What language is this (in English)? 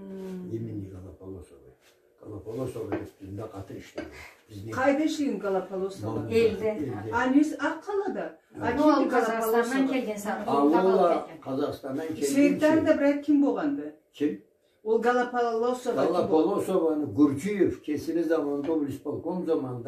Karachay-Balkar